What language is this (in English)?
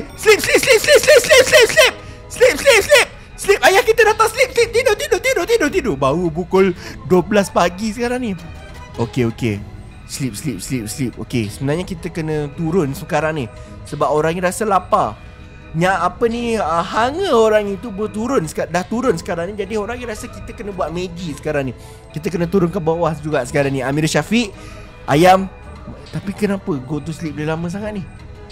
Malay